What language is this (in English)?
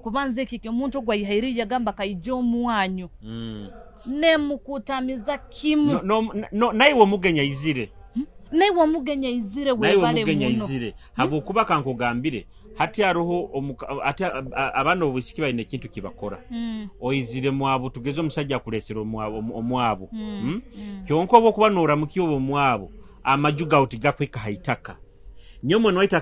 Nyoro